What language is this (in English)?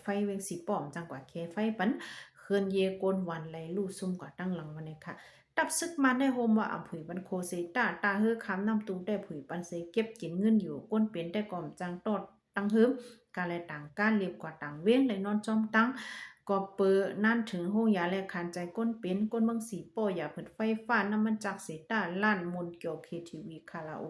Lao